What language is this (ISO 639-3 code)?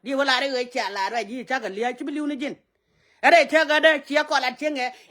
nus